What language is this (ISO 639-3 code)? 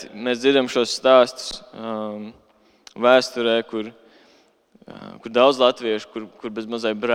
lav